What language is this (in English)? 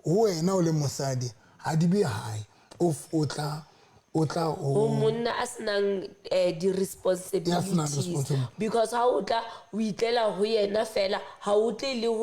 Southern Sotho